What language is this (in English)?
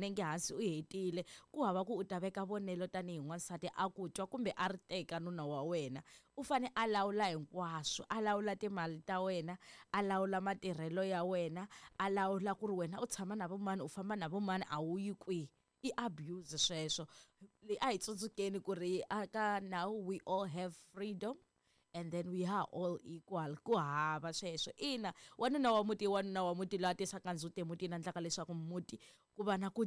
Tsonga